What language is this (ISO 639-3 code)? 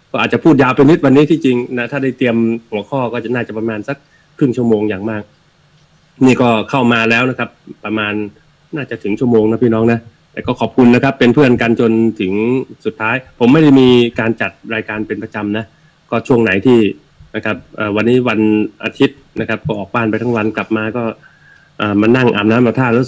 tha